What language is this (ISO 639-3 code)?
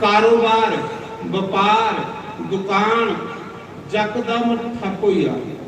doi